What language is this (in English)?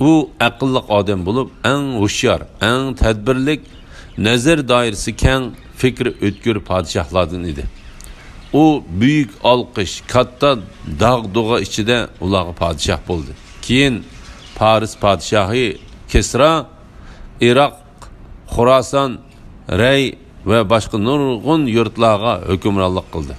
Uyghur